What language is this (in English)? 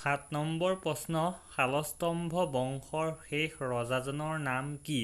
Assamese